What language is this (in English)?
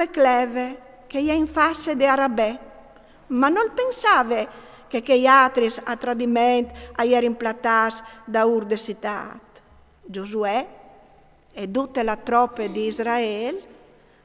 Friulian